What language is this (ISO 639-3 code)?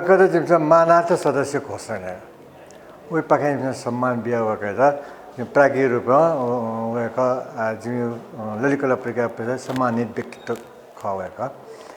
new